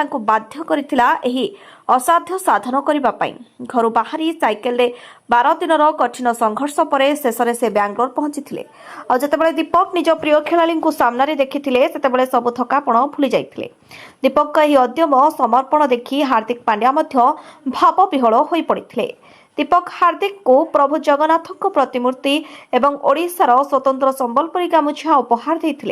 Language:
Odia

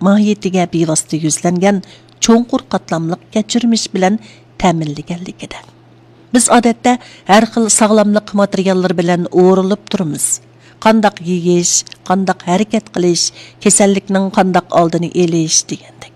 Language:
Uyghur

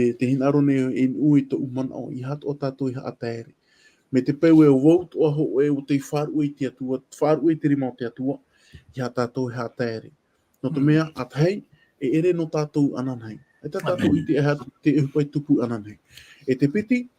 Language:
Tahitian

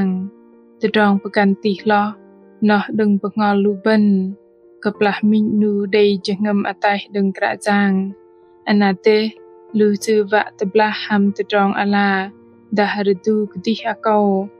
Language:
Bahnar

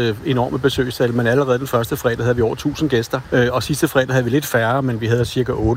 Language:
Danish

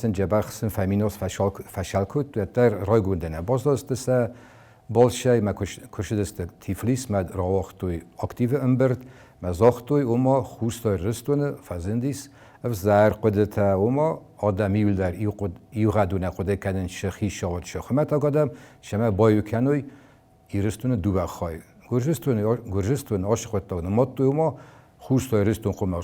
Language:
Ossetic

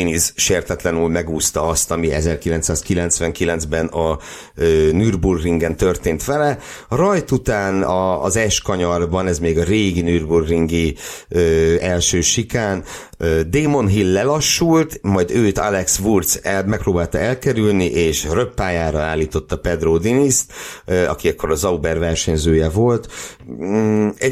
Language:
Hungarian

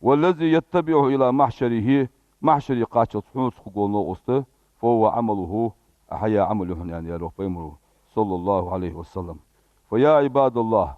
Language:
Ingush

